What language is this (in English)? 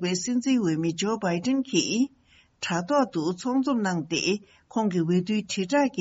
Tibetan